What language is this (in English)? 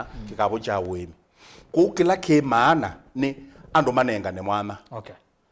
Kamba